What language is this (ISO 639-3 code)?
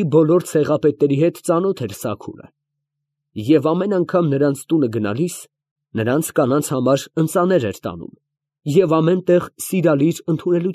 hye